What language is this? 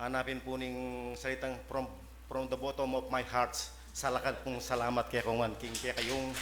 Pampanga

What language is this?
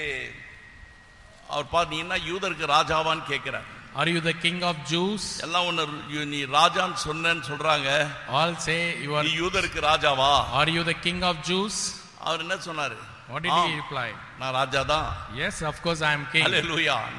Tamil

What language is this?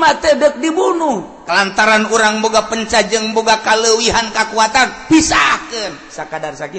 Sundanese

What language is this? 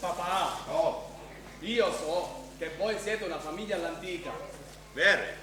Sicilian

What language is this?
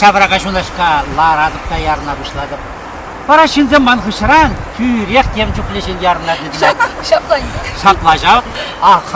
Chuvash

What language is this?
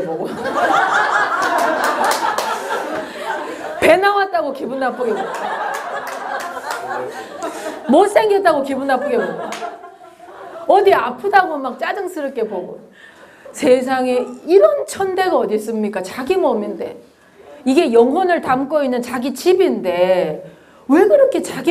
Korean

